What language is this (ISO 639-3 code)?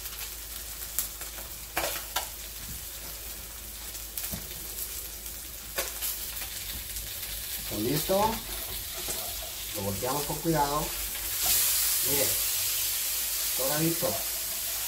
spa